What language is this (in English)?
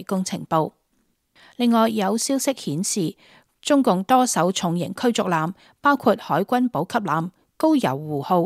Cantonese